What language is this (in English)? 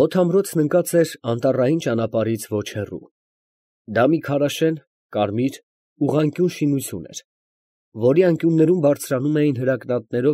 Armenian